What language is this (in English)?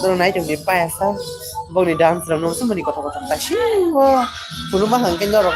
Kok Borok